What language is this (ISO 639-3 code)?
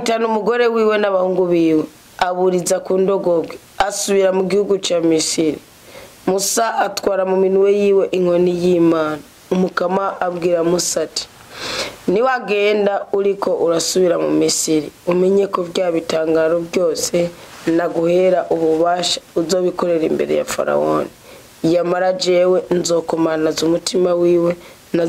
run